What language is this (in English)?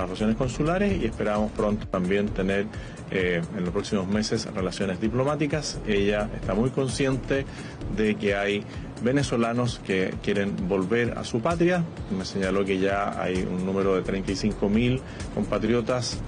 Spanish